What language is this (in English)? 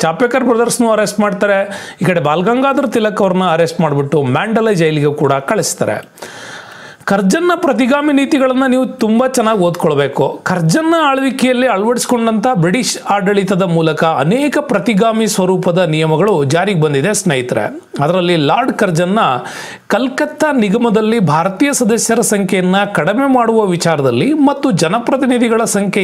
Kannada